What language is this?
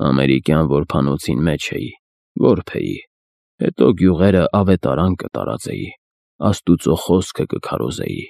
Armenian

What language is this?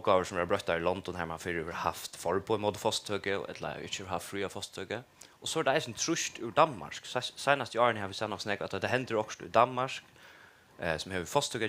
Faroese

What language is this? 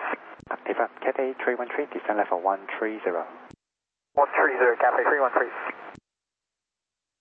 English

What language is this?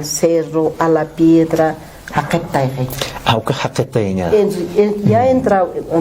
Aymara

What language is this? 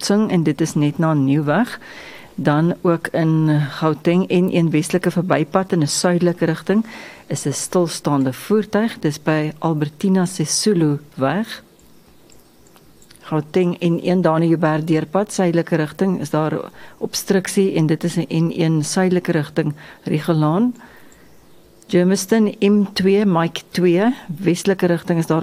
Afrikaans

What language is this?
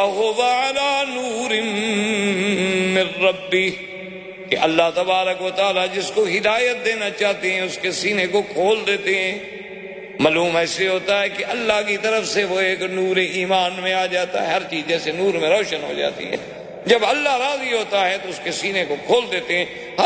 Urdu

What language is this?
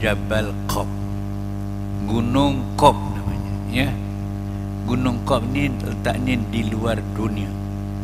Malay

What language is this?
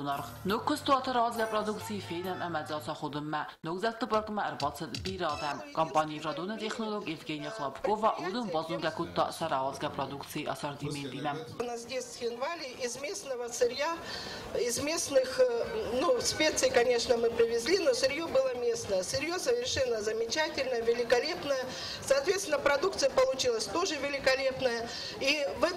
Ossetic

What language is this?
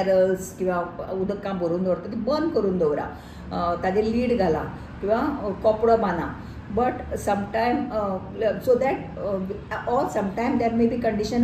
Konkani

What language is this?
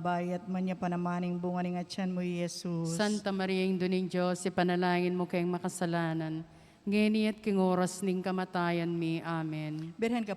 Pampanga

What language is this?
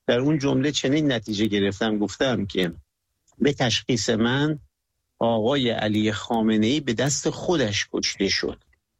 Persian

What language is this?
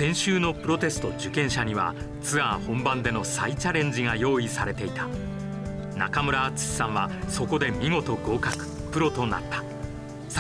Japanese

